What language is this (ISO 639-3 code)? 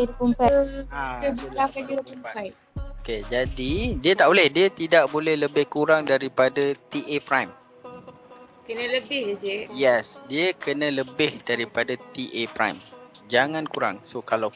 msa